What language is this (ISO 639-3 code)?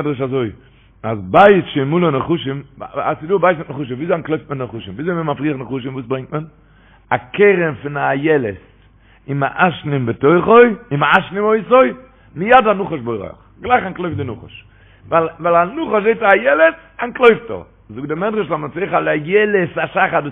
yid